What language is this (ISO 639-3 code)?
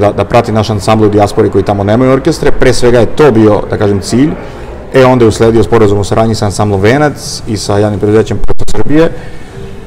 srp